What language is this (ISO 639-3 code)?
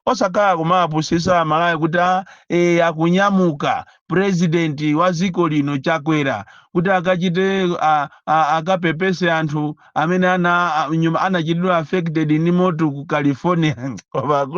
nya